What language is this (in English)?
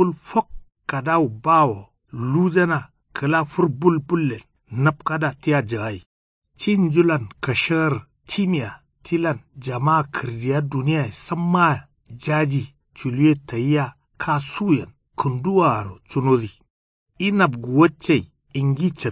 Kanuri